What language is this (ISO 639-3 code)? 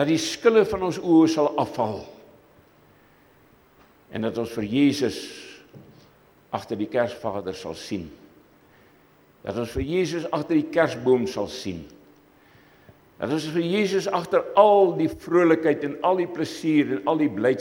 afr